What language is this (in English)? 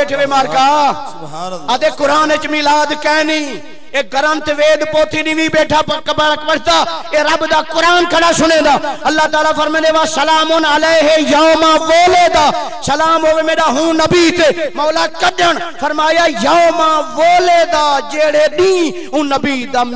Saraiki